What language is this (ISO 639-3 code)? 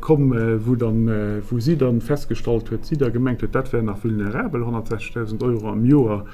ltz